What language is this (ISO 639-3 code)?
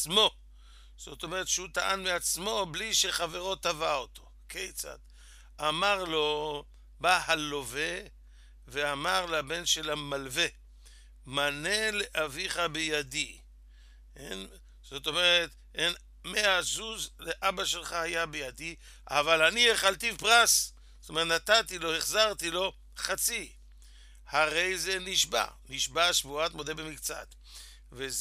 heb